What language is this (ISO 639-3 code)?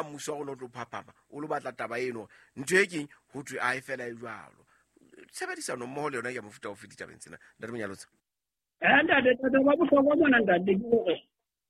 sot